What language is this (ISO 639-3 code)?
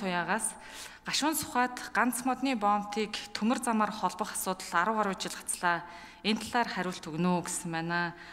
mon